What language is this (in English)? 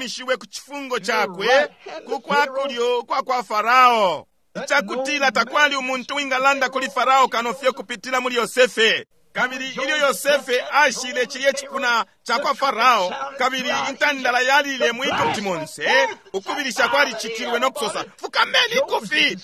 Bemba